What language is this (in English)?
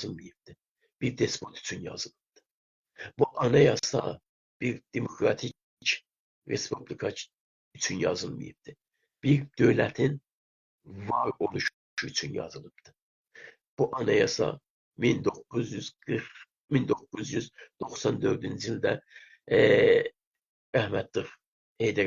South Azerbaijani